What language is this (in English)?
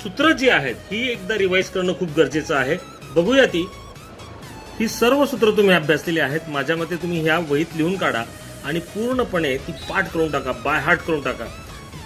Marathi